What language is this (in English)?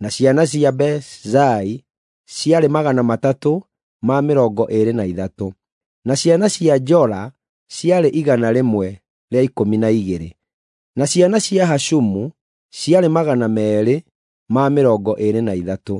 Kikuyu